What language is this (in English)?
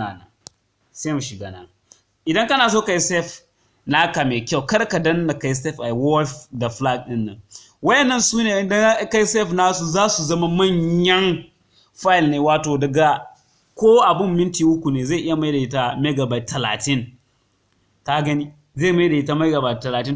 Hausa